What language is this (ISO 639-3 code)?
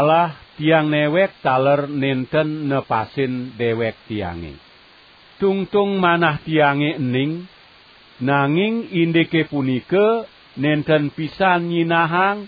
ban